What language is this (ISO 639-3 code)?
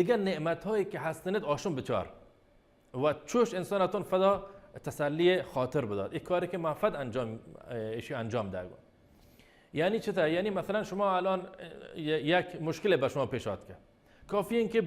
bal